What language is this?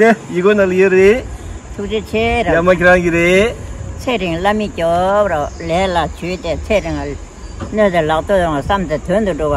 Tibetan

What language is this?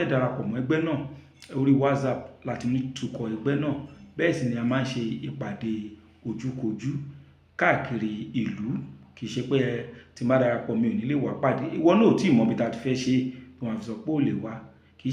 Yoruba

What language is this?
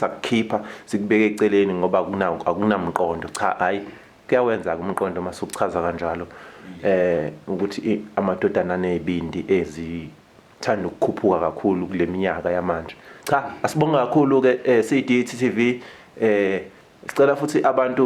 Zulu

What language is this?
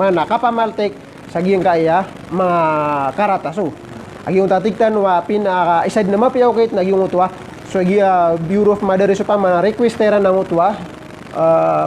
Maranao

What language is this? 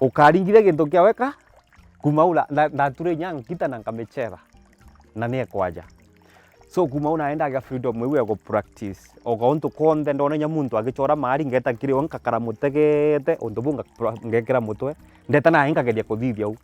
Meru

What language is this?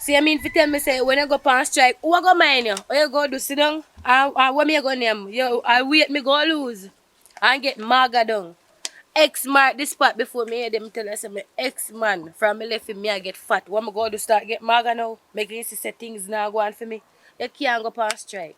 Jamaican Creole English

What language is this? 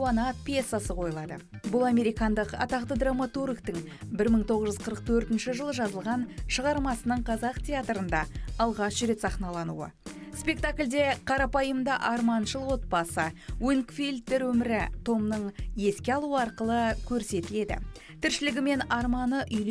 Kazakh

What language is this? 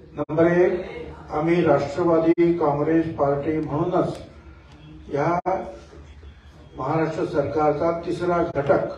Marathi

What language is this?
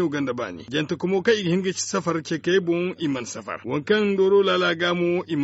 Zarma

